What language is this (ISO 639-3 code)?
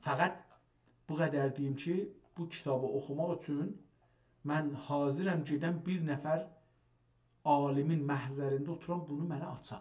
azb